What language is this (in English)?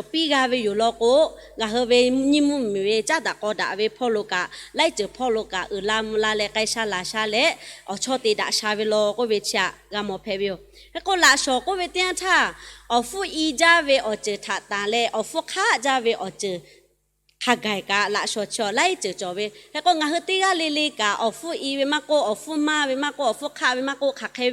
Lahu